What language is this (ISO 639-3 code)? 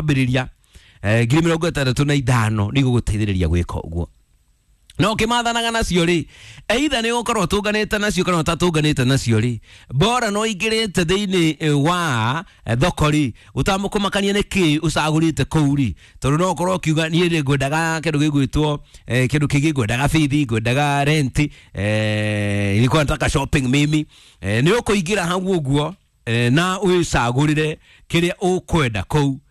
kik